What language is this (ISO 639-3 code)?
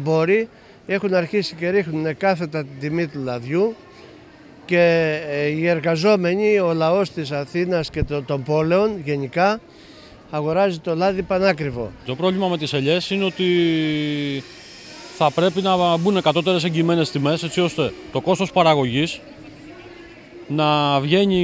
ell